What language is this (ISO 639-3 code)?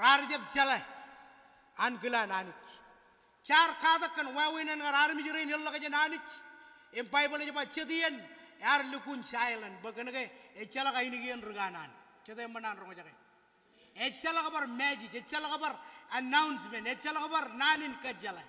mah